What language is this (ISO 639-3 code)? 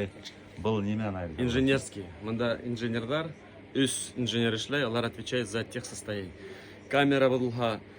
bak